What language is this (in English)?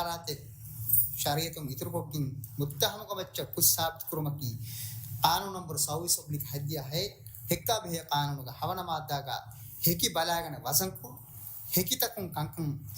Divehi